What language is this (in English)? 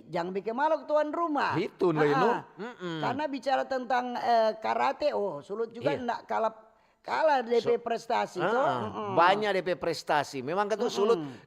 Manado Malay